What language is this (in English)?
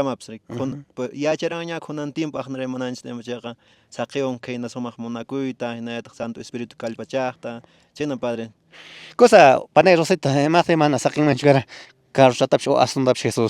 Quechua